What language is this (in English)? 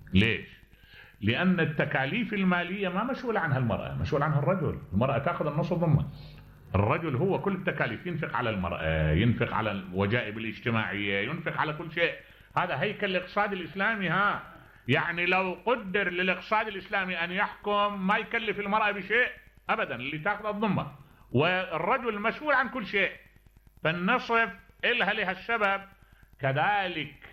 Mesopotamian Arabic